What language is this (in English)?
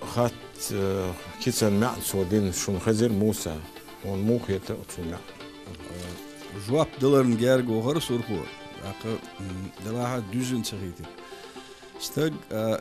Chechen